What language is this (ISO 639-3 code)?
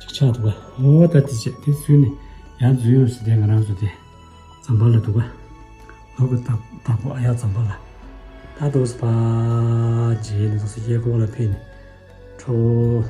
bod